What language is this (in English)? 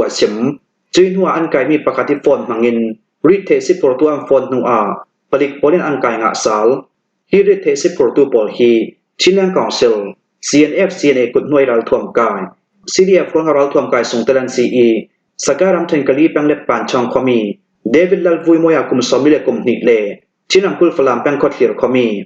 Hakha Chin